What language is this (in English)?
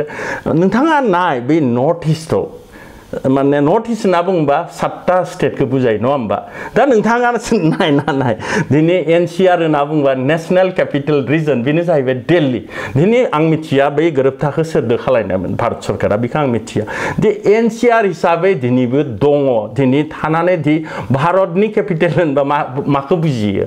Bodo